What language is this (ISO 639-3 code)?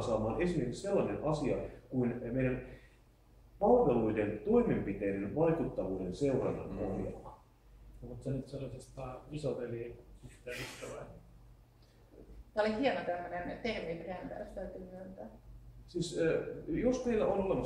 fin